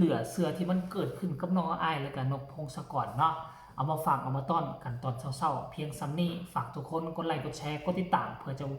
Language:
Lao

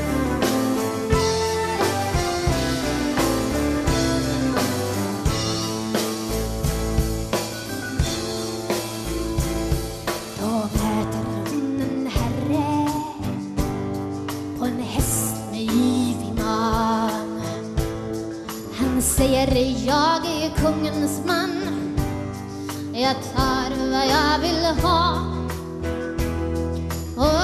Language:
Swedish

